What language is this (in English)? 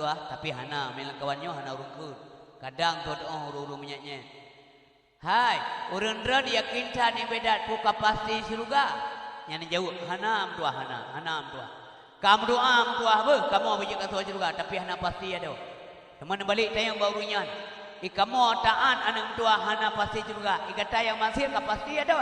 Achinese